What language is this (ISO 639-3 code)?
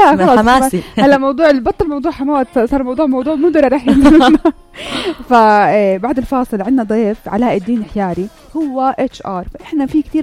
apc